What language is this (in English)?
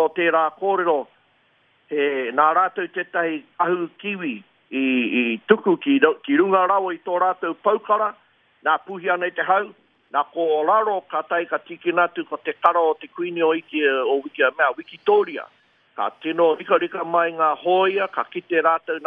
Māori